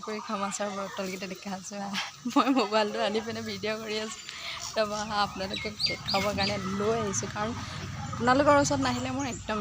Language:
Assamese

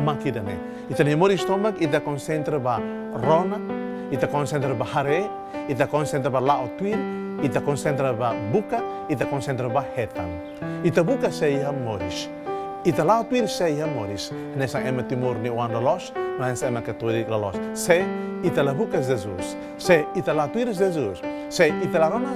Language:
Tetum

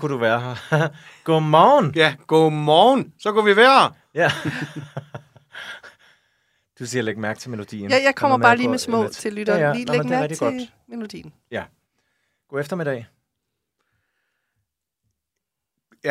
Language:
Danish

